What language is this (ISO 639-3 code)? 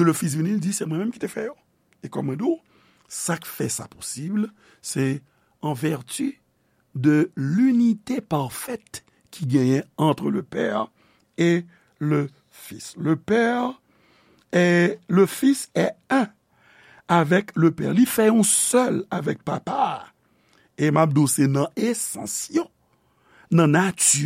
hat